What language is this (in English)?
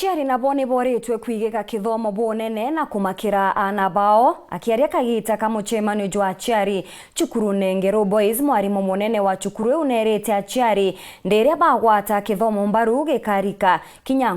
Meru